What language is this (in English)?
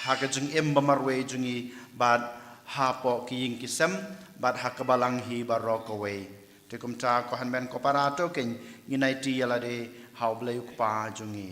Khasi